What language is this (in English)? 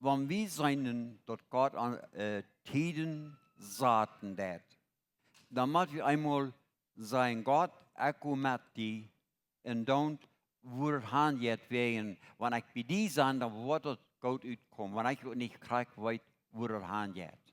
Plautdietsch